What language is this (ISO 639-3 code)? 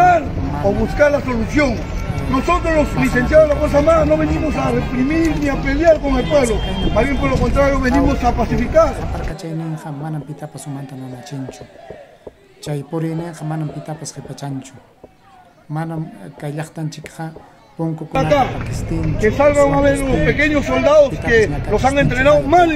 quy